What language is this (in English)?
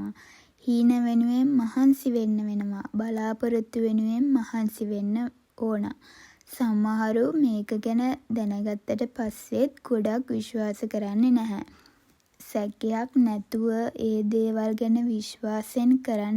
Sinhala